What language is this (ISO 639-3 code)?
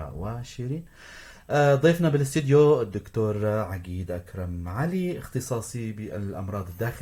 apc